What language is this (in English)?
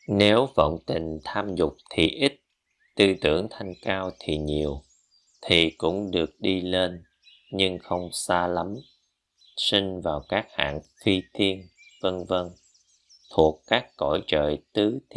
Vietnamese